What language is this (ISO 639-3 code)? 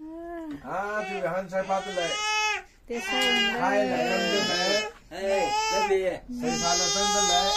nmf